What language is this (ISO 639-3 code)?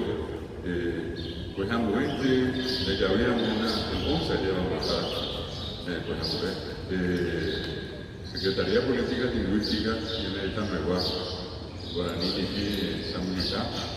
grn